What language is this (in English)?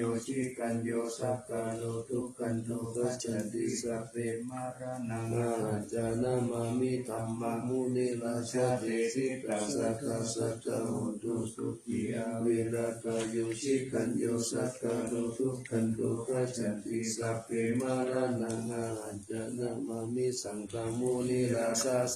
Pali